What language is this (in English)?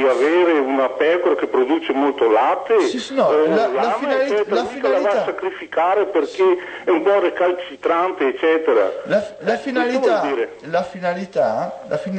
Italian